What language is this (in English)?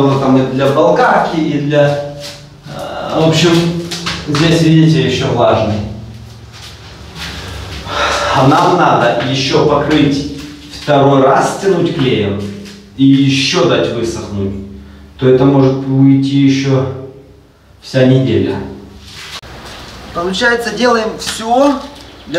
Russian